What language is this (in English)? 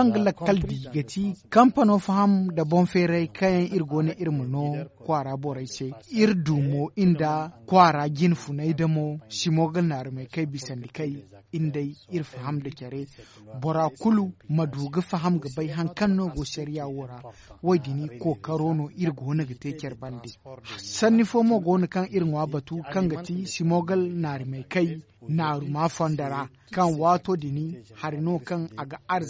Zarma